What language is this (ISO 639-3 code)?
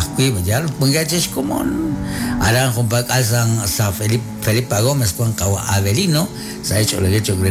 kek